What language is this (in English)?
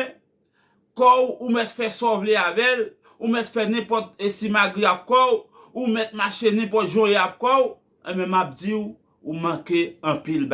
Haitian Creole